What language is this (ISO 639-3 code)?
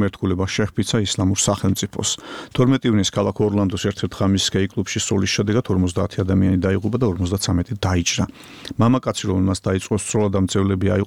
kat